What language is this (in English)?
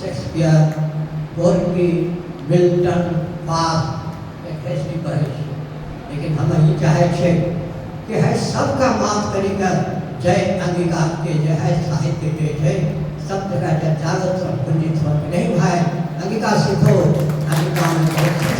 Angika